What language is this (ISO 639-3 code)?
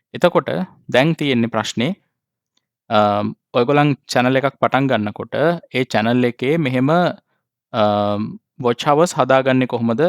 sin